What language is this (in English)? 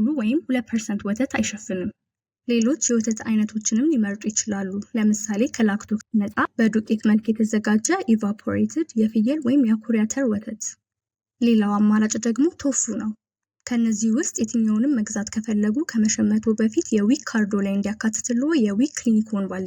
Amharic